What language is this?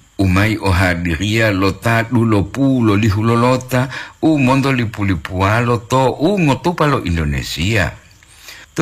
Gorontalo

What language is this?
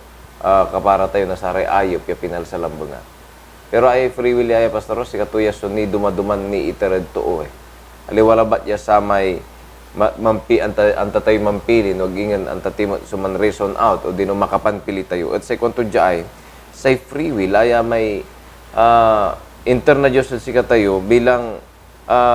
Pangasinan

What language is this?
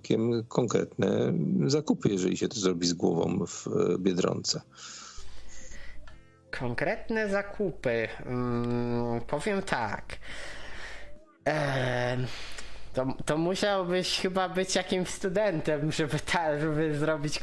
Polish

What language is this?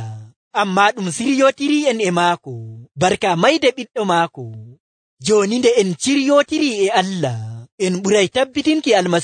Nigerian Fulfulde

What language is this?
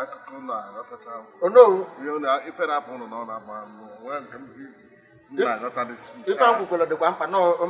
Igbo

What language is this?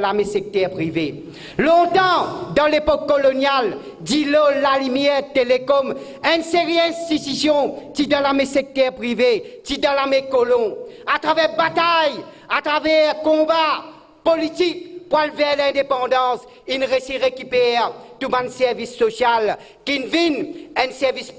Morisyen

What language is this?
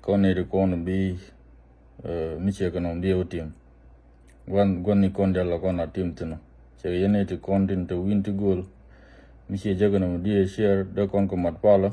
Nuer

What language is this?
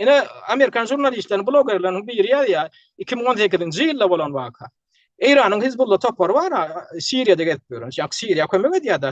Turkmen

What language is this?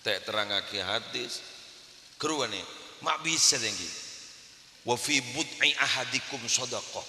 Madurese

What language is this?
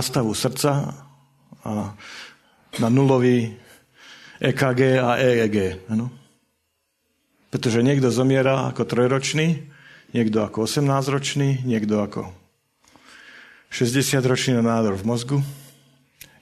Slovak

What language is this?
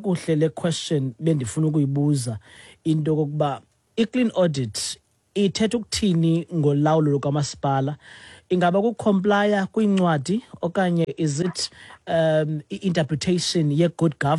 Xhosa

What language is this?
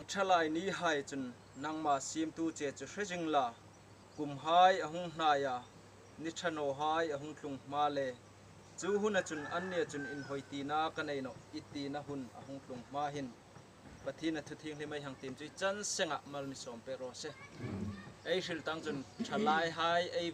Hmar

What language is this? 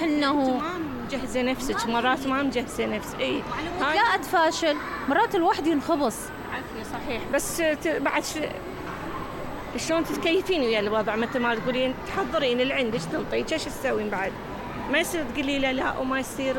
Mesopotamian Arabic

